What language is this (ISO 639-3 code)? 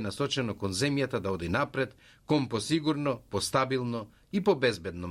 mkd